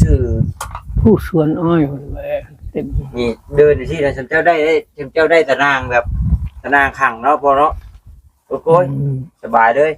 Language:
Northeastern Thai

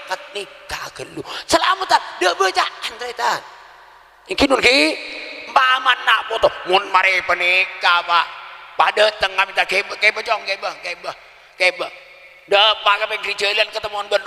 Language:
Madurese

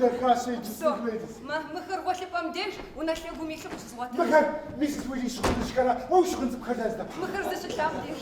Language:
Kabardian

